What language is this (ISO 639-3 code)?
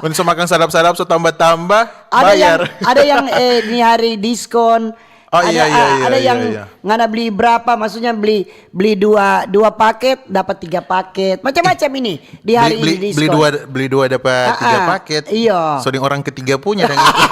xmm